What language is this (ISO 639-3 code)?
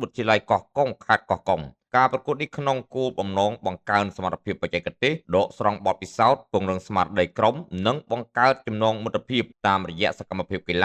khm